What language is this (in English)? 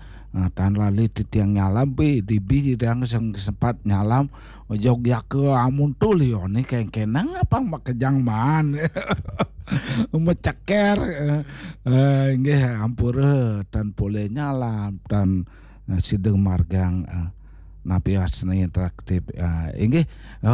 Balinese